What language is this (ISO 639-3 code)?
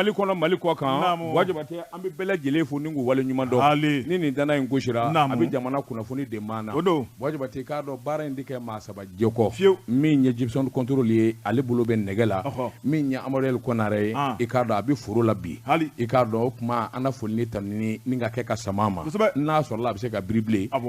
bam